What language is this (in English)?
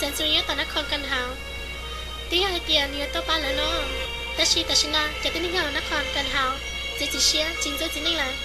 Hmong